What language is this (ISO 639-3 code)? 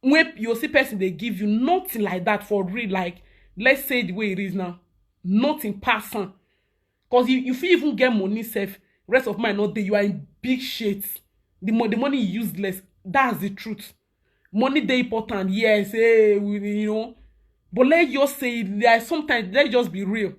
pcm